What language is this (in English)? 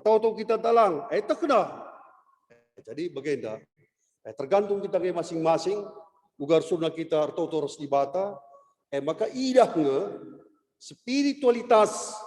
Batak Karo